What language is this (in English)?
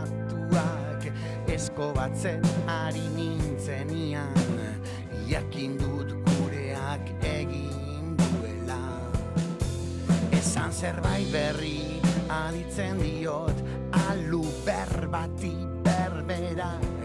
Basque